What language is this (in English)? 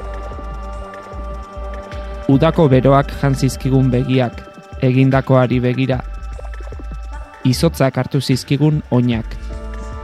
Basque